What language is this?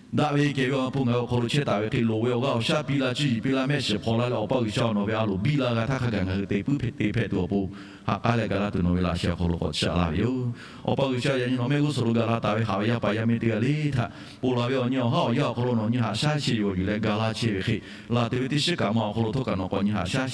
Lahu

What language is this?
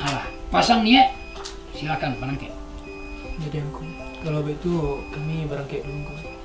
Minangkabau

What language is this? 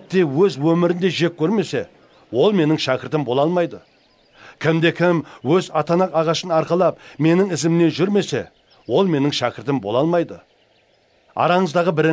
Kara-Kalpak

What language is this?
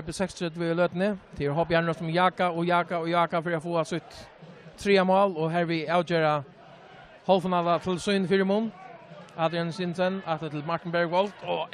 Faroese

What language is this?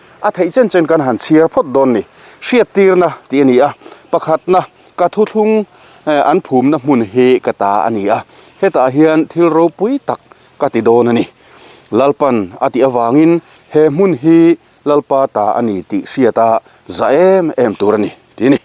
Mizo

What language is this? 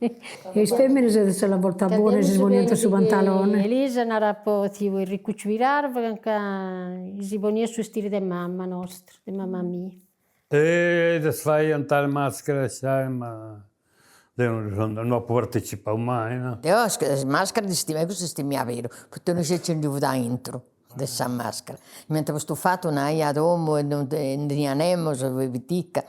Sardinian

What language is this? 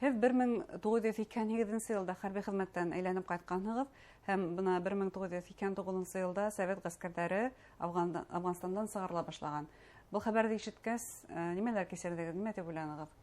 Bashkir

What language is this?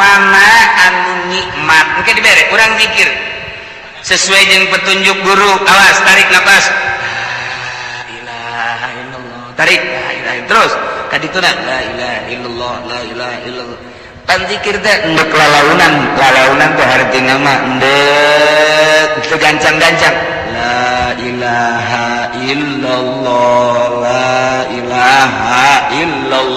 Sundanese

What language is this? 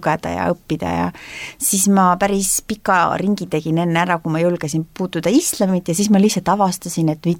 Estonian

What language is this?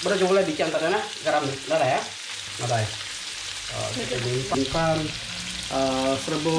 Iban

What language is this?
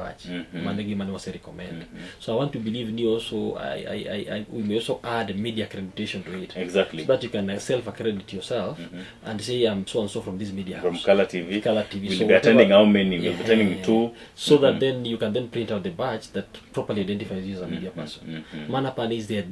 Luo (Kenya and Tanzania)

